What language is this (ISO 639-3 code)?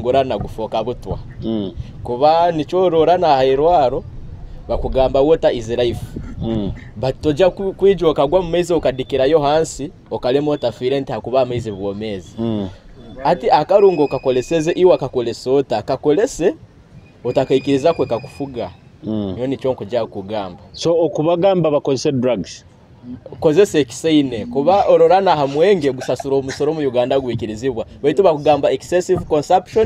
nyo